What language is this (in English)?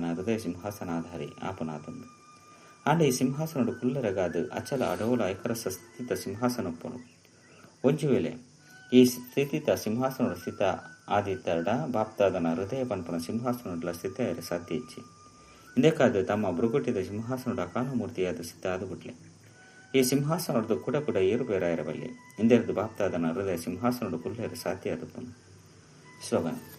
Tulu